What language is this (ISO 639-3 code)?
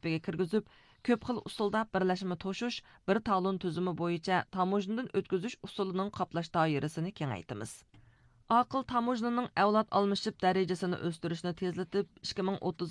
uig